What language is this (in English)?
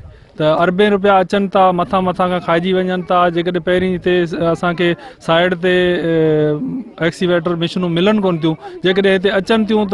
Sindhi